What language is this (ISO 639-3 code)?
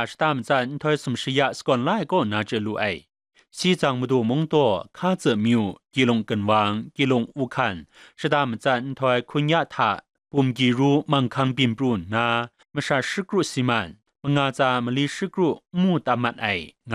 kac